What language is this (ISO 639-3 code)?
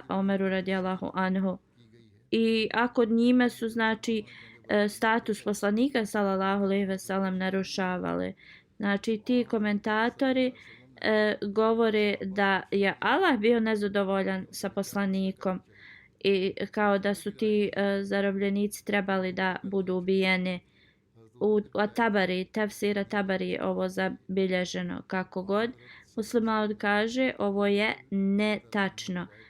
bos